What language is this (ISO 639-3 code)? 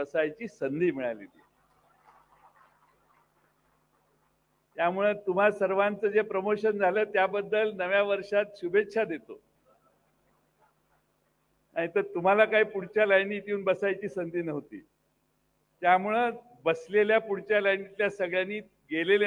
mar